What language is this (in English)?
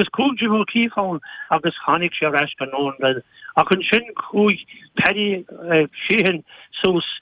Irish